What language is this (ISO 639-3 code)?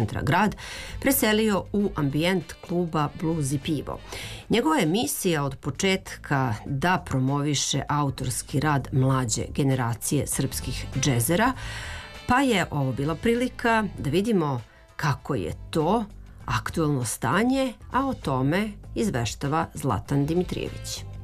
srp